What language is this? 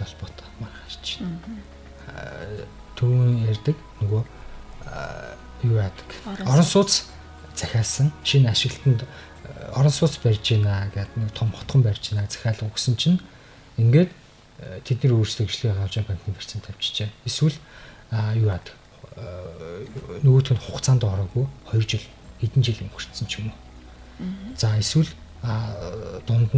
Mongolian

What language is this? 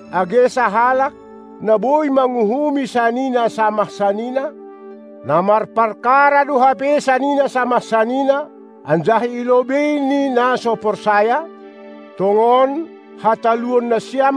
Batak Simalungun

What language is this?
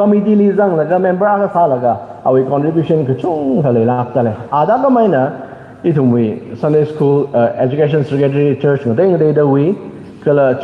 Tangkhul Naga (India)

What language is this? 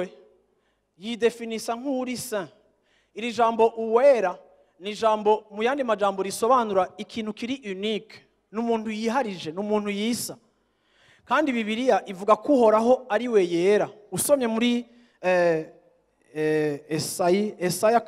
Rundi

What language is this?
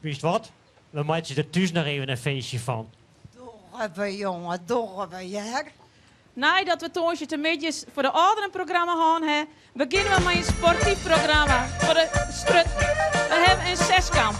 Western Frisian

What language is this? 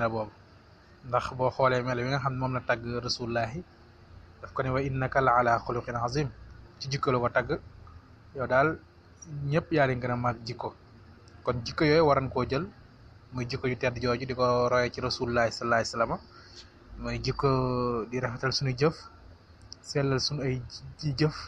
Wolof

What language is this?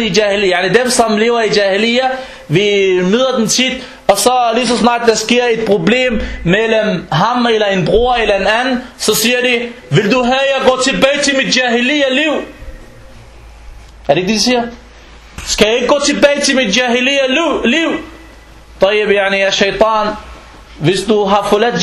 Danish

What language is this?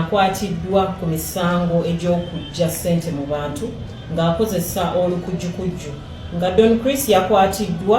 Ganda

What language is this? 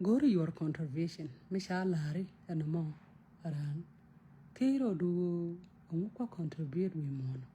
Nuer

